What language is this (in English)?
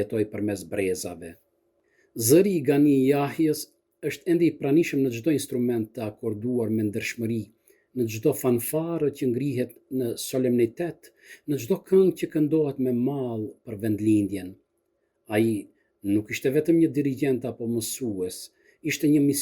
Albanian